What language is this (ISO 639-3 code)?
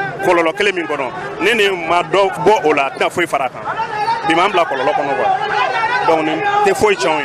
bam